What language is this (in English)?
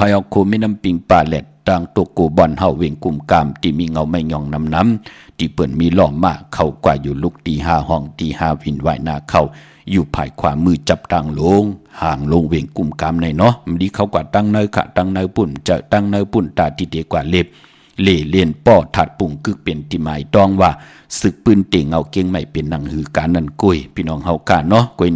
Shan